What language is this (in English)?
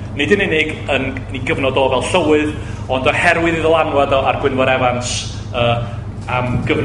Welsh